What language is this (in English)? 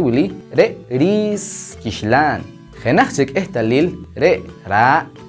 Poqomchi'